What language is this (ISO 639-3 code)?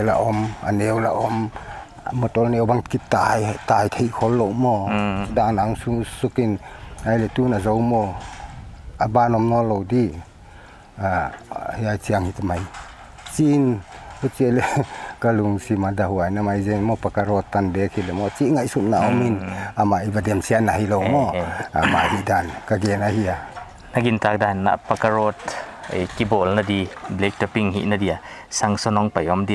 pck